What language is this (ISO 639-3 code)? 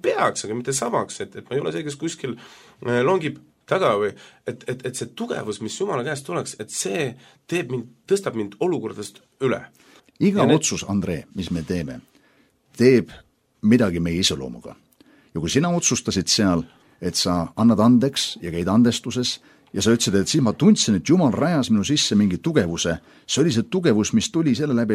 est